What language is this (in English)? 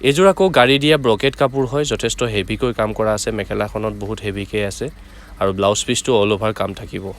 Assamese